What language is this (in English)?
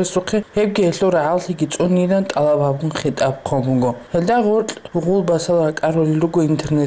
Avaric